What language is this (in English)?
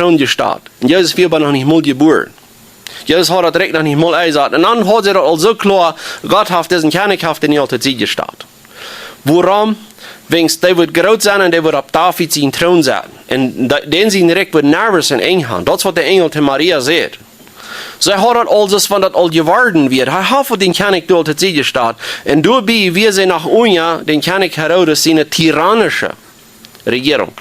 Plautdietsch